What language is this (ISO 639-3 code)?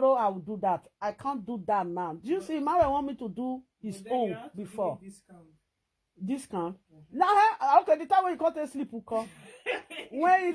pcm